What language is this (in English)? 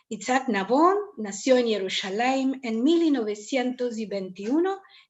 Ladino